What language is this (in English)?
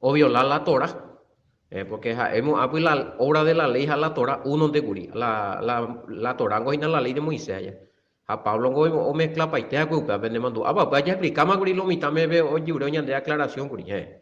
Guarani